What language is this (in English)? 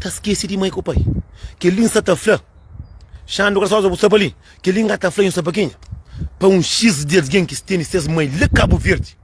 Kabuverdianu